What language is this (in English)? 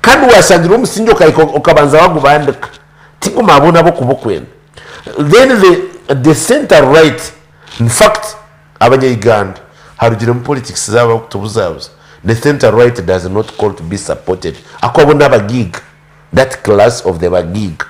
Nyankole